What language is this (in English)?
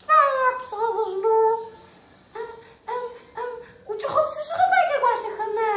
Adyghe